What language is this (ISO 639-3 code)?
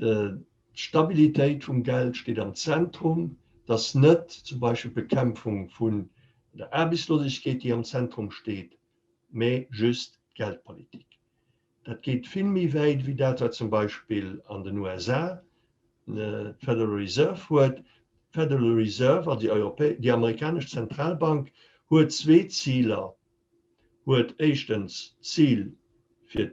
ltz